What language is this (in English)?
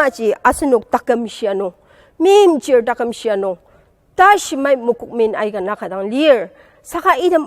Ao Naga